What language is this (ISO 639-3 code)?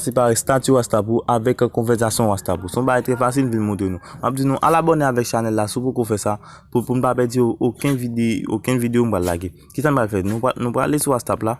hat